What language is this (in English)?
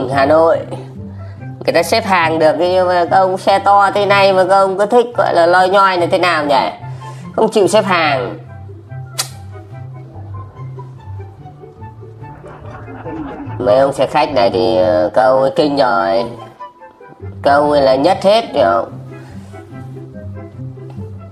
Vietnamese